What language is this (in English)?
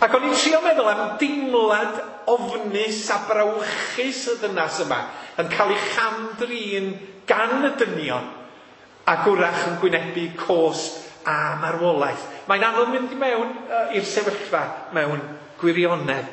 Welsh